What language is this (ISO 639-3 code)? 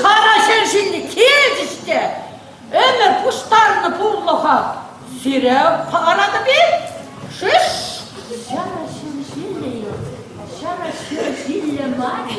chv